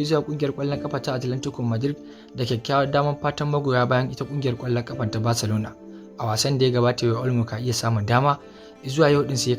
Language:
Hausa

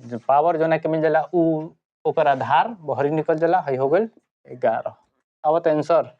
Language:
Bhojpuri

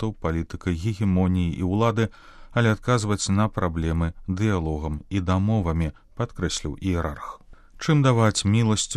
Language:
Belarusian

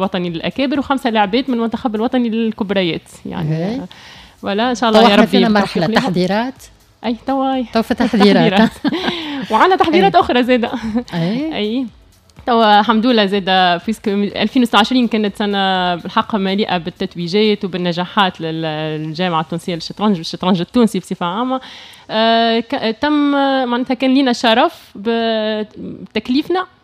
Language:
Tunisian Arabic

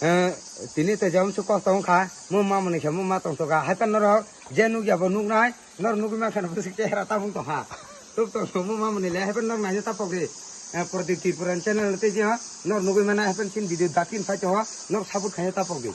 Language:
Kok Borok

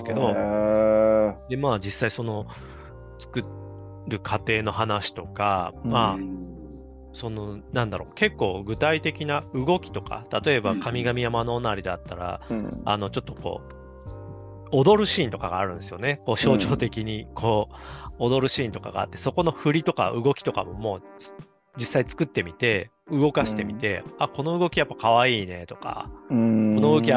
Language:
Japanese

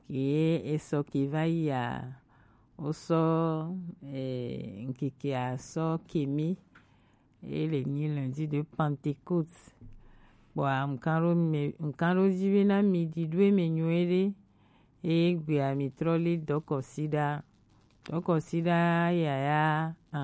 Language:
Gen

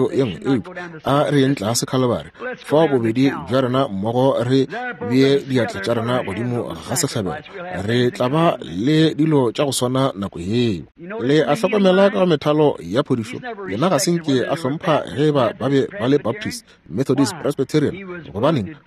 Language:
Northern Sotho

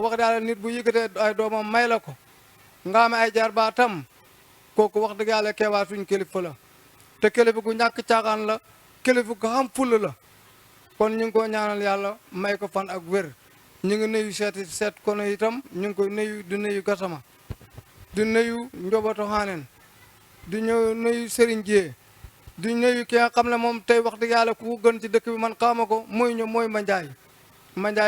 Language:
Wolof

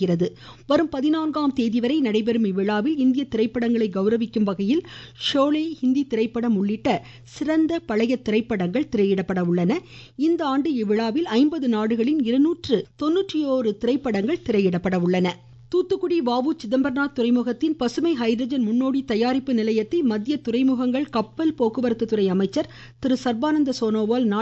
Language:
Tamil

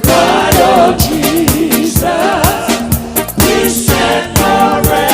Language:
Fijian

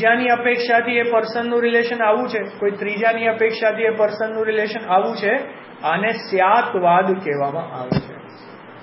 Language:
Gujarati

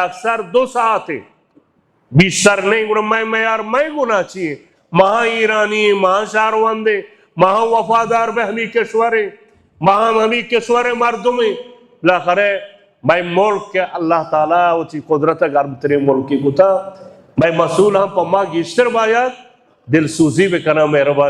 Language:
Baluchi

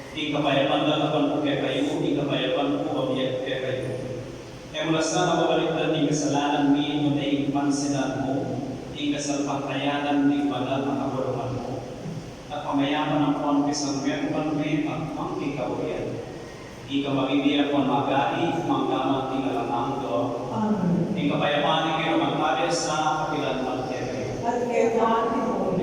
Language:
Pampanga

